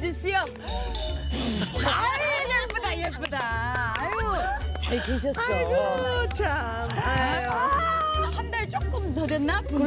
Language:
Korean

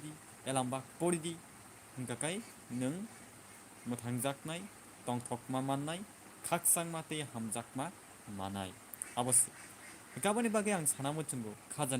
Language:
Kok Borok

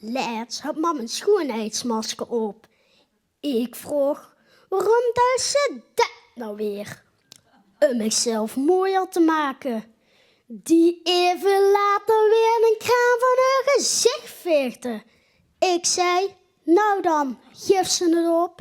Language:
Limburgish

